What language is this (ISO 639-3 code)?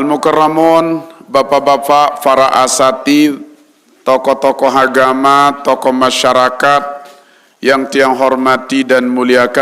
sas